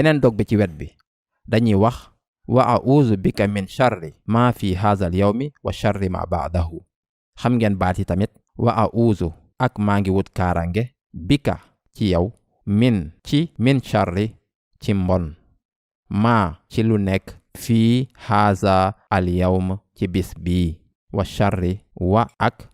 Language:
Wolof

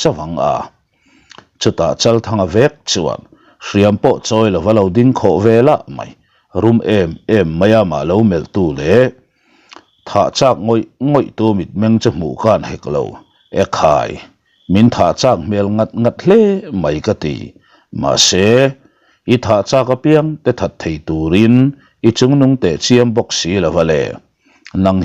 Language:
Mizo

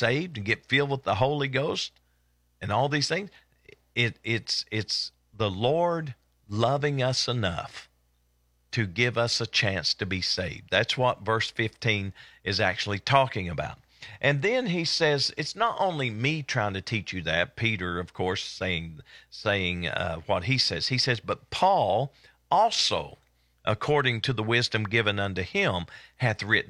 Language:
English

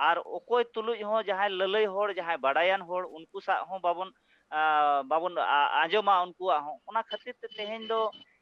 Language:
Santali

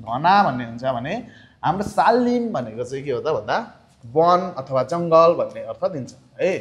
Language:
Nepali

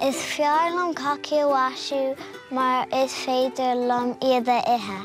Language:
Irish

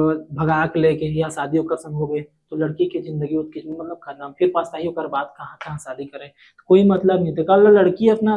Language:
Chhattisgarhi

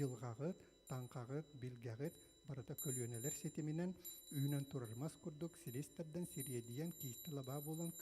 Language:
Yakut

